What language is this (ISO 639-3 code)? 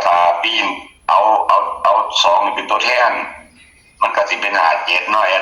tts